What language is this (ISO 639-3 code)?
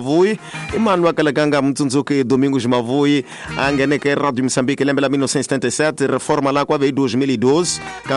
tso